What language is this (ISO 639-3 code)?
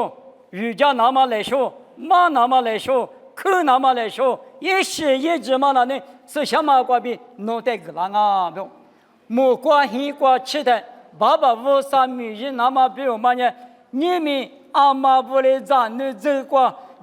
lis